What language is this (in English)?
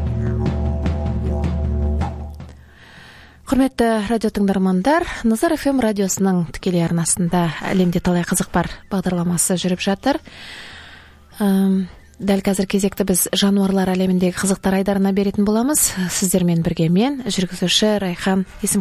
Kazakh